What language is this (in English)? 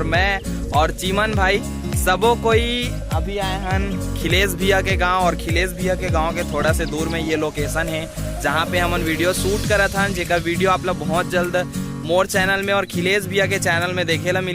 Chhattisgarhi